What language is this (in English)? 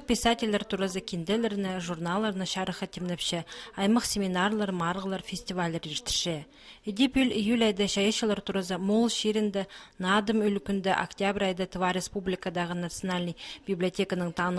Khakas